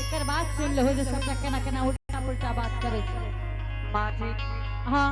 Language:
Angika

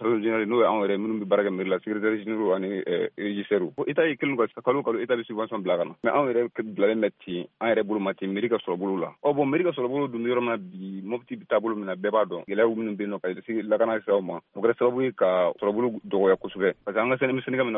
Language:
Bambara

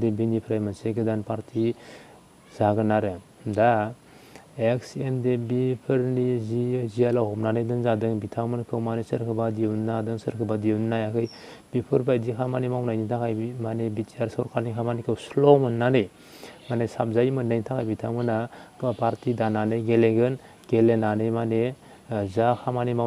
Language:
Bodo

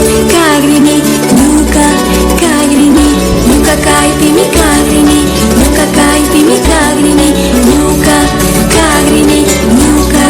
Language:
Imbabura Highland Quichua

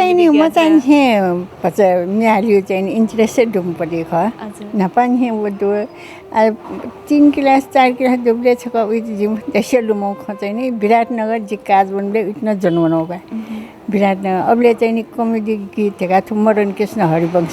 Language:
Newari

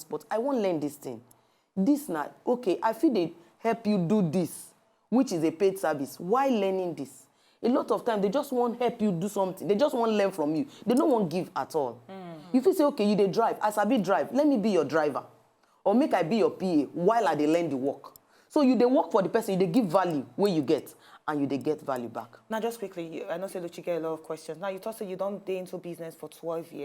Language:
Nigerian Pidgin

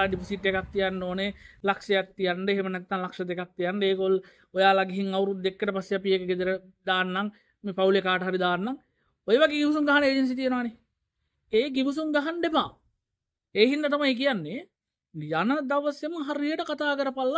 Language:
Sinhala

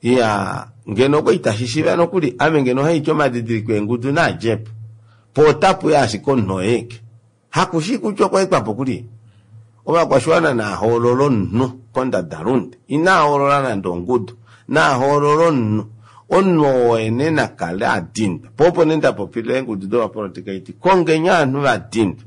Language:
Kuanyama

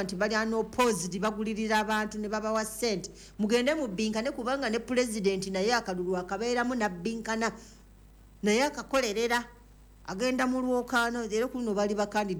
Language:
Ganda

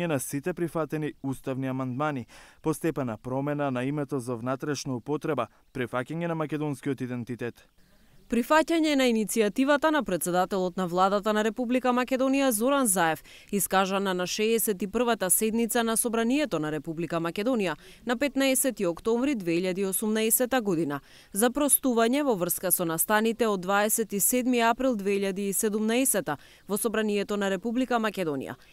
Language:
Macedonian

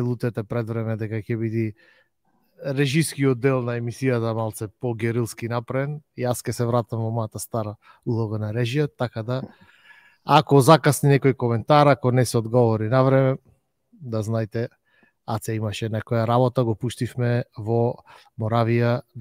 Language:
Macedonian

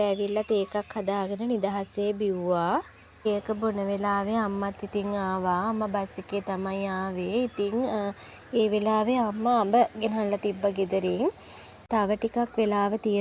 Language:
Sinhala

